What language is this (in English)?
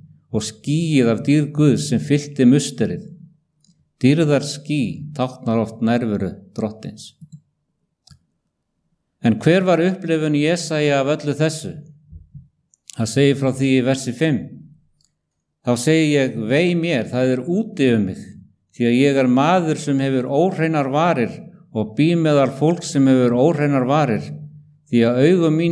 Icelandic